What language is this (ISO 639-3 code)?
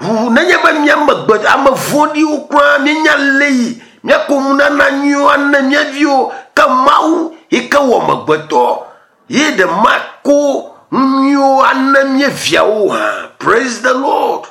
ewe